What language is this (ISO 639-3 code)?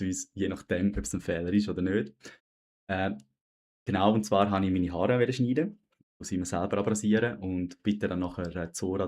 gsw